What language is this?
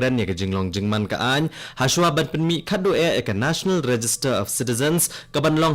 Khasi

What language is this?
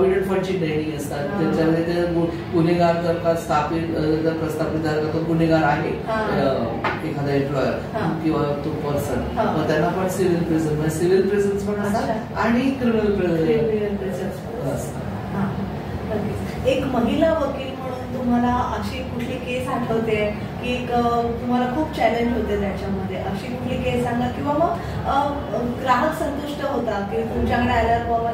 Marathi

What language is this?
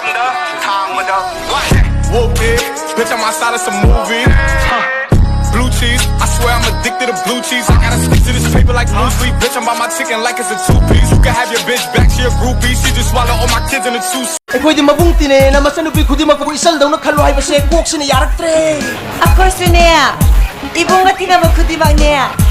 Manipuri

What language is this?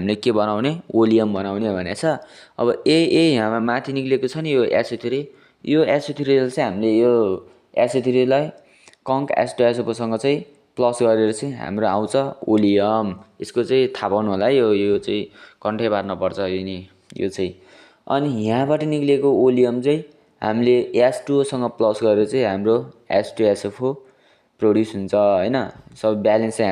Nepali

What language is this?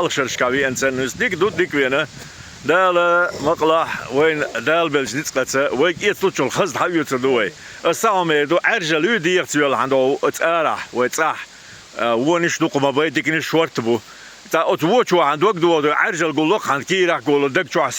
Chechen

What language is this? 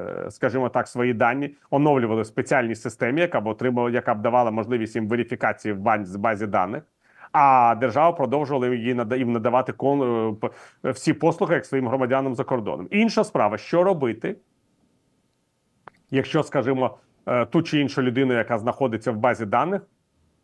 Ukrainian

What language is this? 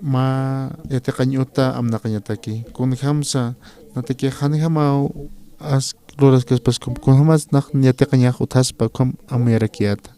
Aymara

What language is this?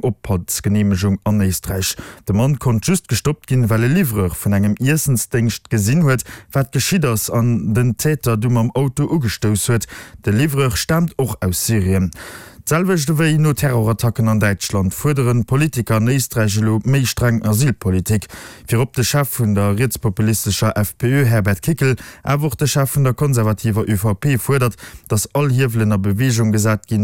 Luxembourgish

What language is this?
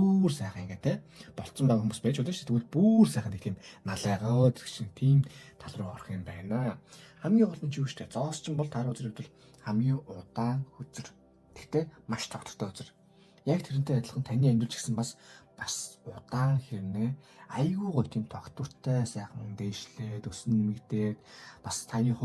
Mongolian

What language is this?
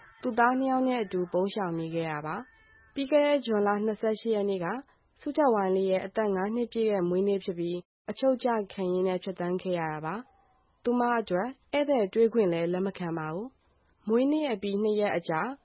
Burmese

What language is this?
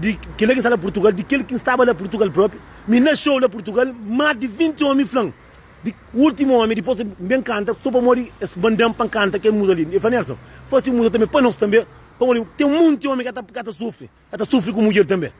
Kabuverdianu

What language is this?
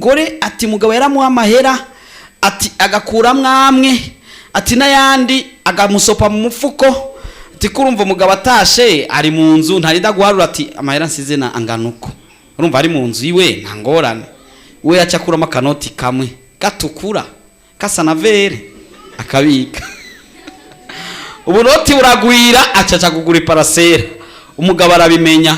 Rundi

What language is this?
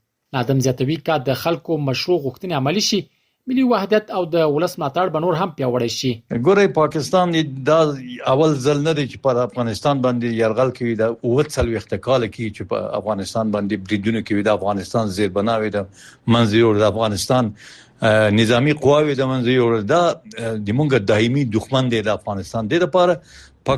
Pashto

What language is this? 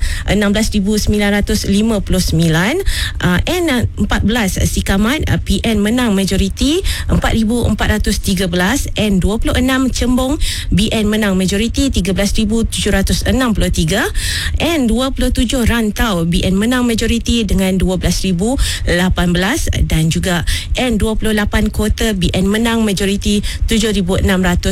Malay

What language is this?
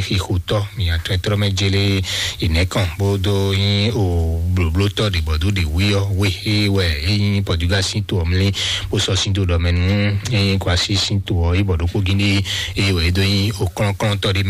Fon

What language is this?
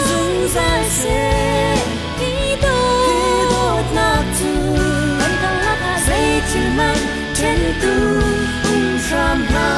Hakha Chin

